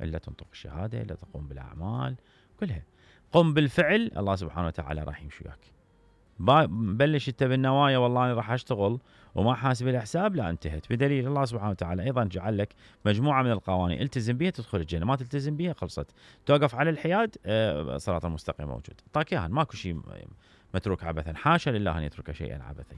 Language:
Mesopotamian Arabic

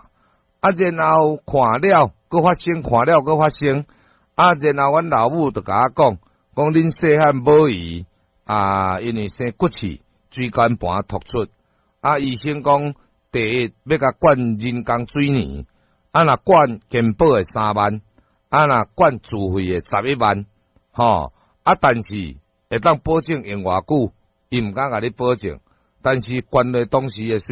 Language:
Min Nan Chinese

